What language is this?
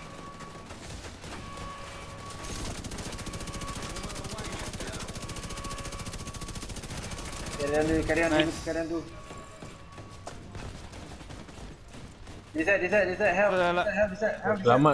Malay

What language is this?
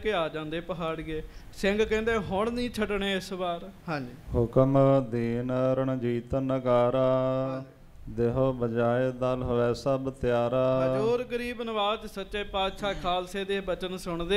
Punjabi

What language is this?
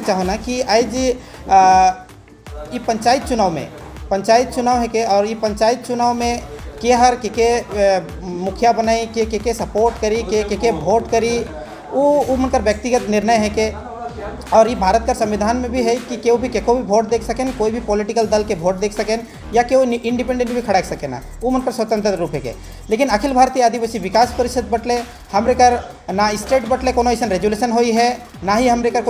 Sadri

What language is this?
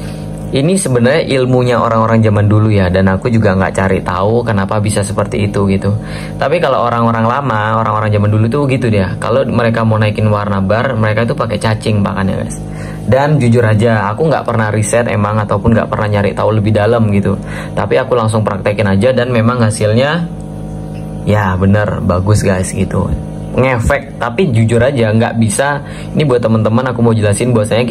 Indonesian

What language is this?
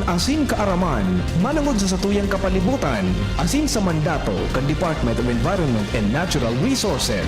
Bikol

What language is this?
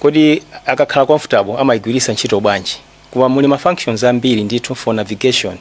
Nyanja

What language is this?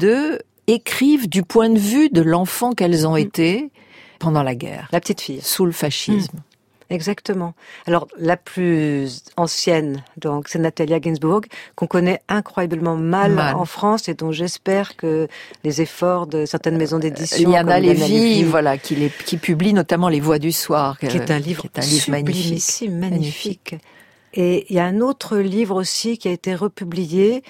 French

